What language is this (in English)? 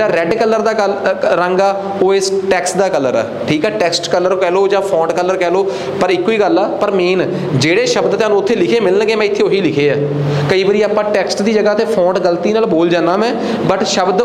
Punjabi